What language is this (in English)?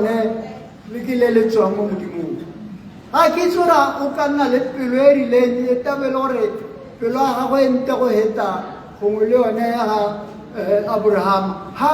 Tswana